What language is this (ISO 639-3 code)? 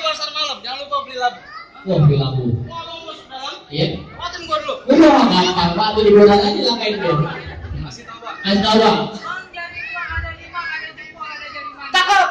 bew